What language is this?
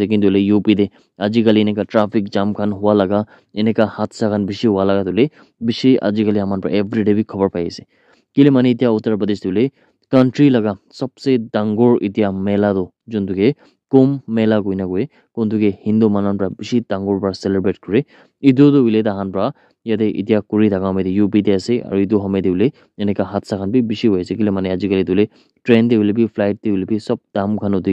Naga Pidgin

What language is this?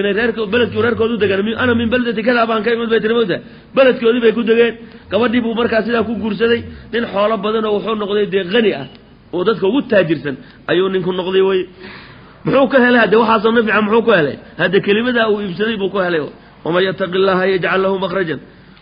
Somali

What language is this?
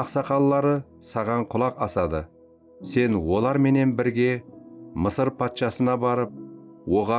Kara-Kalpak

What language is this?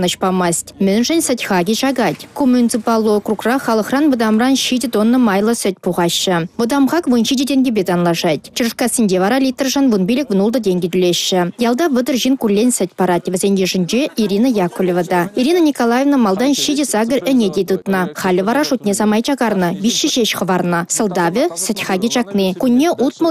Chuvash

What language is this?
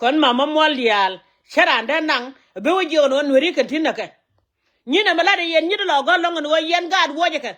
Nuer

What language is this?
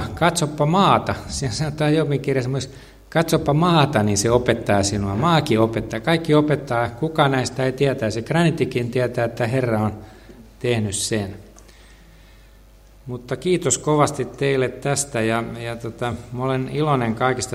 Finnish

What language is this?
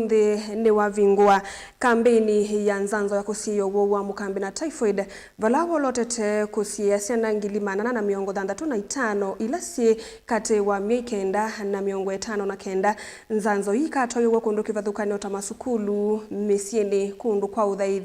Kamba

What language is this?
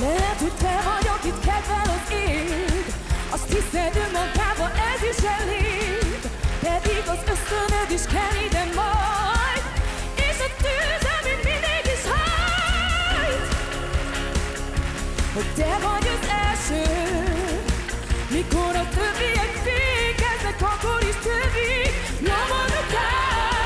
Hungarian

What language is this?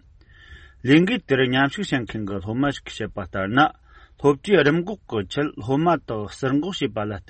Tibetan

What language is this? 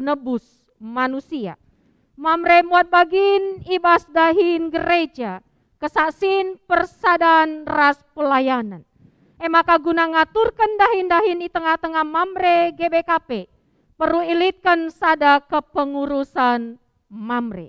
Batak Karo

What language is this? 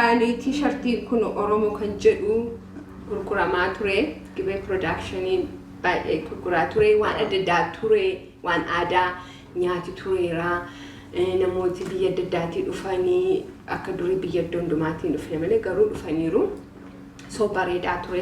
Oromo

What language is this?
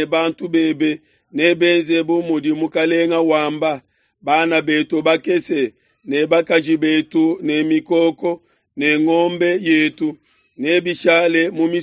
Luba-Lulua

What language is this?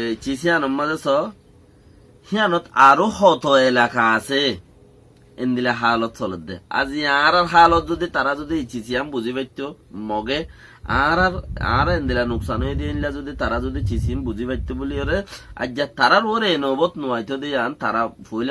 Rohingya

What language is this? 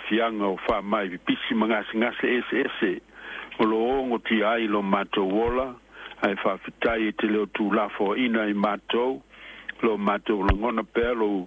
Samoan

